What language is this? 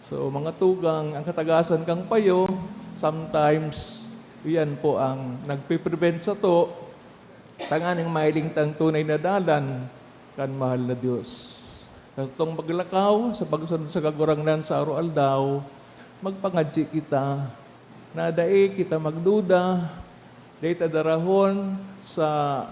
Bikol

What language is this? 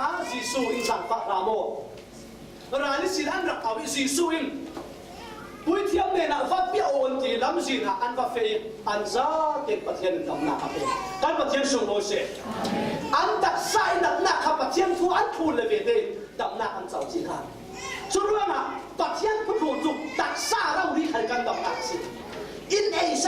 Falam Chin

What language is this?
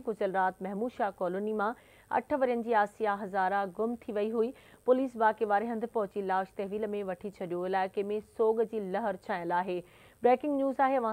Sindhi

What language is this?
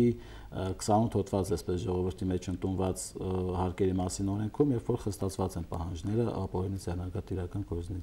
Armenian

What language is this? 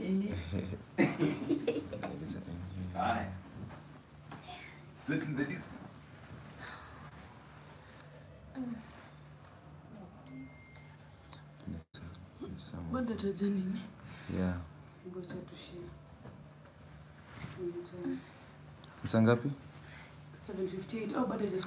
Swahili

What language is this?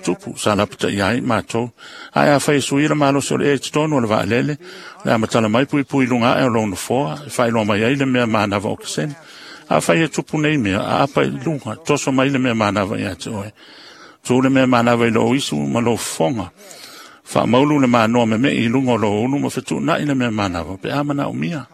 Samoan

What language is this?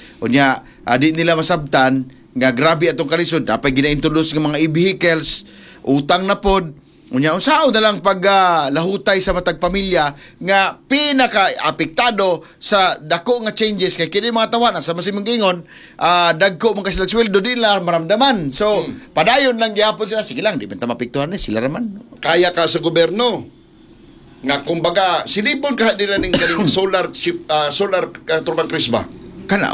Cebuano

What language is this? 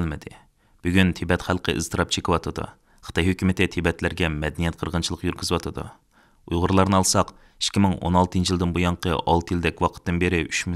Uyghur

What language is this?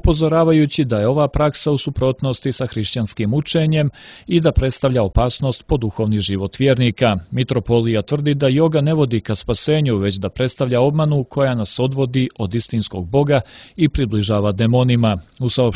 Serbian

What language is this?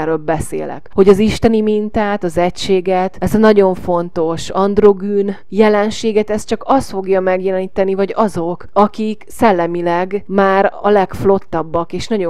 Hungarian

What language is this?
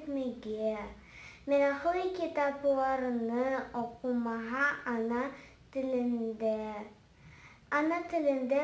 Crimean Tatar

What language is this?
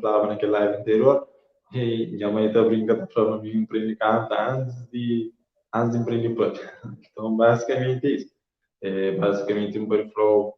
Kabuverdianu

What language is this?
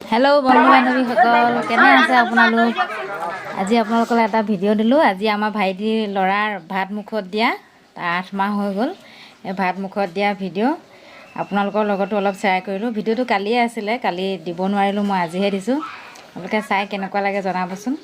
Assamese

